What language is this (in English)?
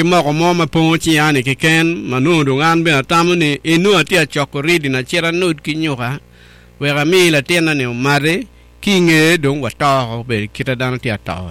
Acoli